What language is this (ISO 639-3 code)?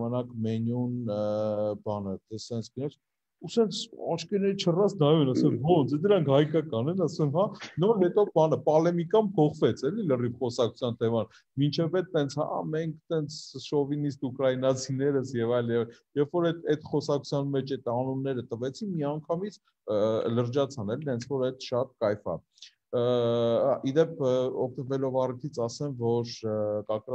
hye